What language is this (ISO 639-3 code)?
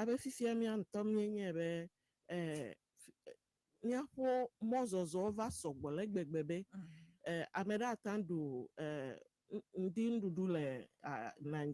ewe